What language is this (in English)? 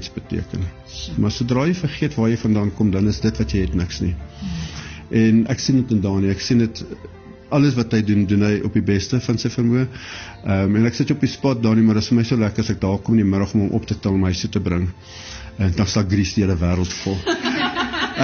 Afrikaans